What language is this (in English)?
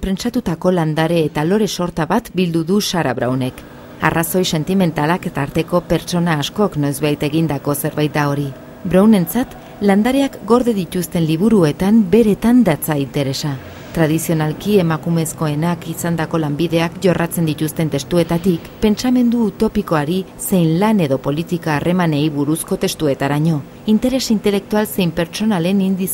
Basque